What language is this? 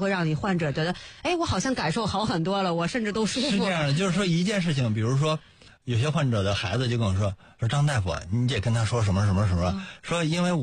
Chinese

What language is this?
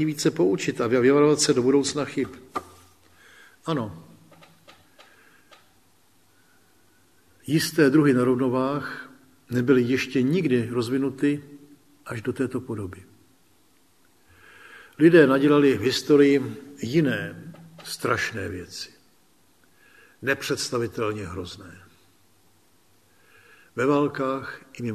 Czech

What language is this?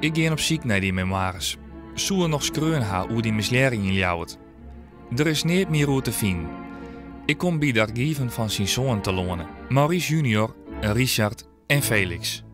Western Frisian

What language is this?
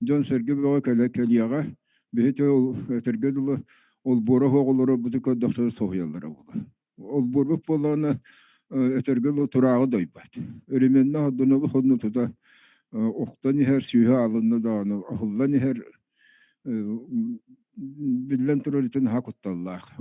Yakut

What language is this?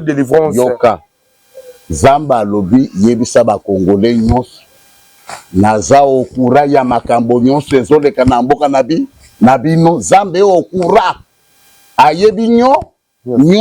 Lingala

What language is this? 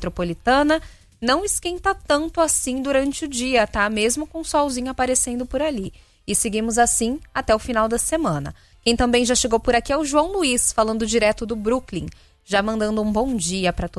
Portuguese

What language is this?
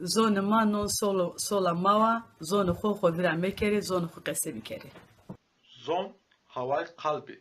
Zaza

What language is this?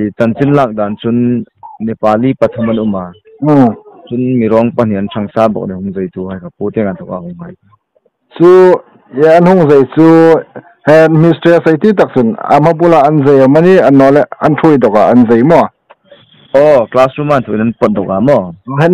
Hmar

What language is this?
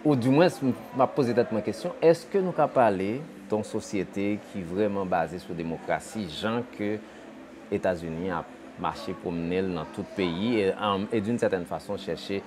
Haitian Creole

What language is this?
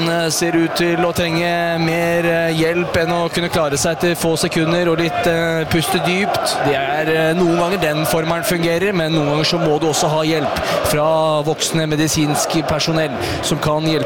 Norwegian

